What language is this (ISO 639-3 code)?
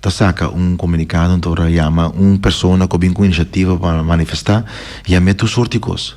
pap